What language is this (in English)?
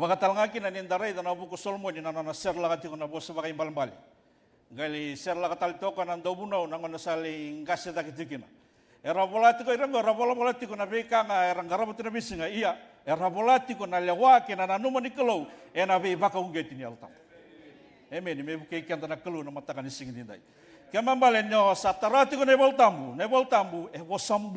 Fijian